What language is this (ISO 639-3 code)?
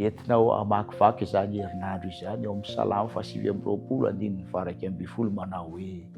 mlg